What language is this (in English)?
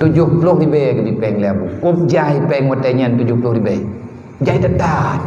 Achinese